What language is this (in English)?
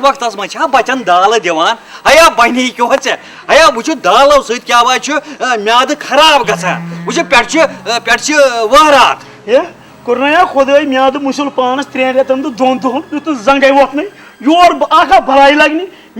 Kashmiri